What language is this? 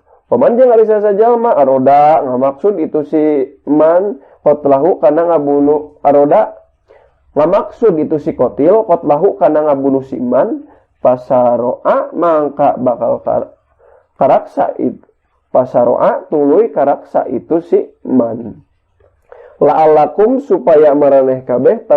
Sundanese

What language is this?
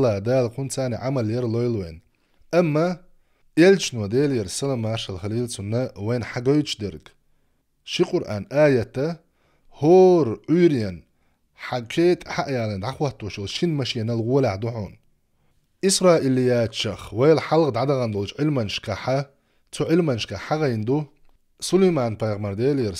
Chechen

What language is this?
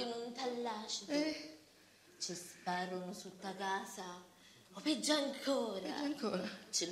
Sicilian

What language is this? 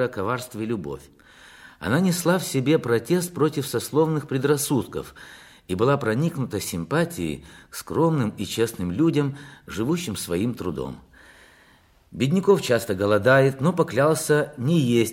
Russian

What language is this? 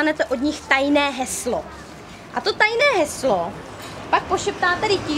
Czech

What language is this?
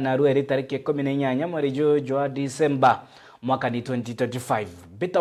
Meru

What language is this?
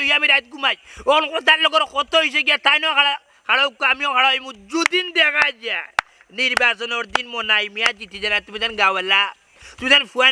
Sylheti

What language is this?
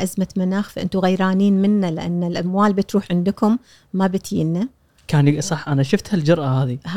Gulf Arabic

